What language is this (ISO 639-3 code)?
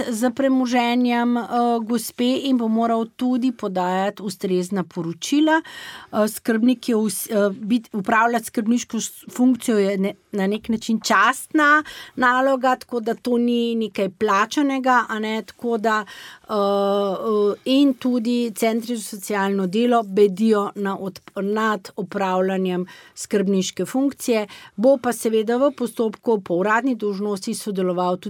slv